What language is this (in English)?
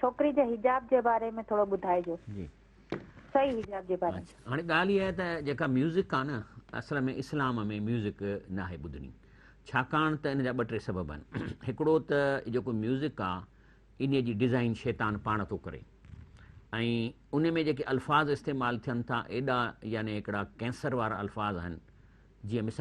Sindhi